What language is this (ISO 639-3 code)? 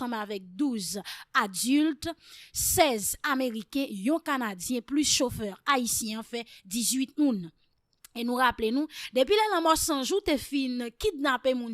hat